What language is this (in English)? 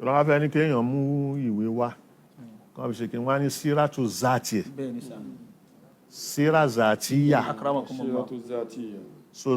Yoruba